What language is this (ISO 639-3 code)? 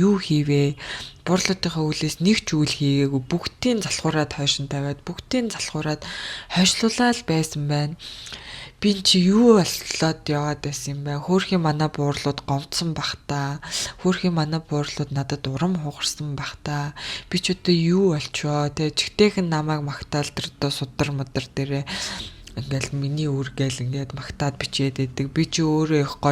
mon